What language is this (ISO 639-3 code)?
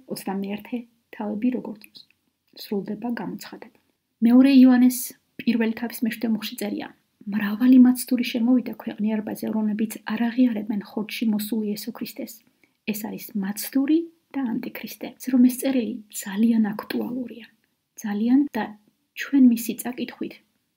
kat